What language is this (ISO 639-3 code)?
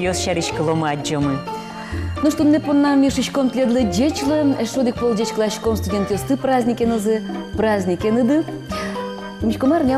udm